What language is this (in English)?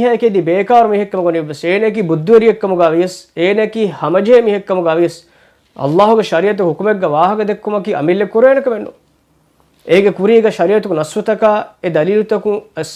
Divehi